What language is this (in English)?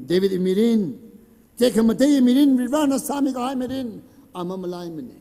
Tangkhul Naga (India)